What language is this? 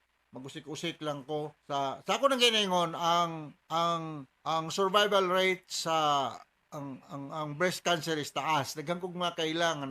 Cebuano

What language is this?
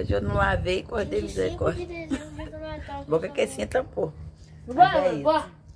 Portuguese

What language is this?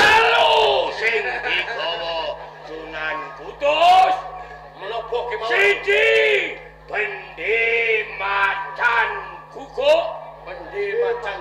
Javanese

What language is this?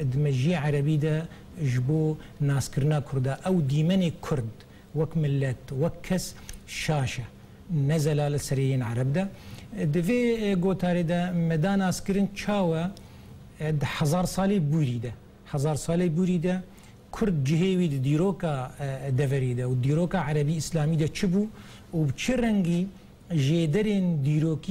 Kurdish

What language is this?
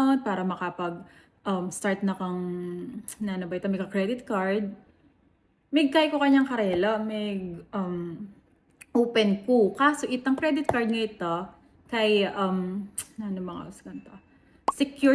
Pampanga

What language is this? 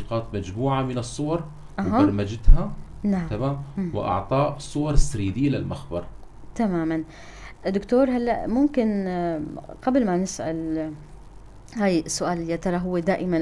North Levantine Arabic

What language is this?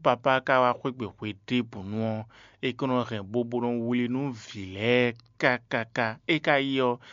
Fon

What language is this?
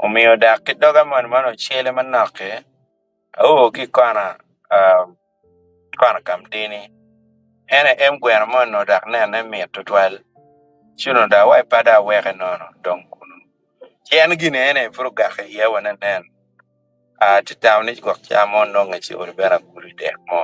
Acoli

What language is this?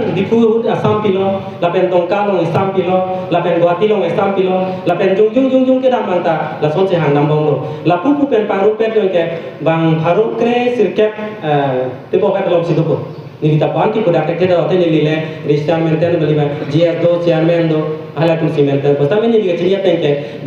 Karbi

